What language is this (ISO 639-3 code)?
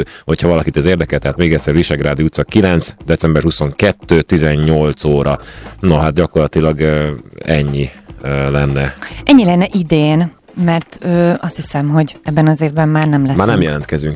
hun